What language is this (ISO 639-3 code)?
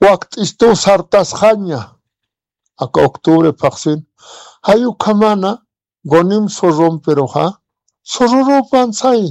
aym